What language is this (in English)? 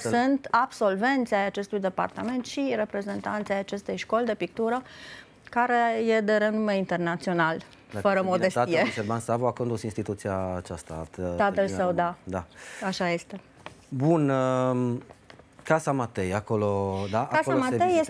Romanian